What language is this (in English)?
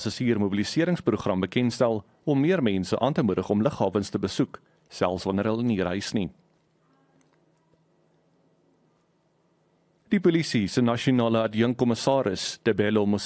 Afrikaans